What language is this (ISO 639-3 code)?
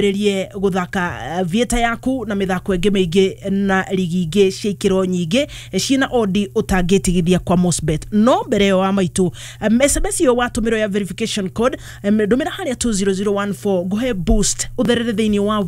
kik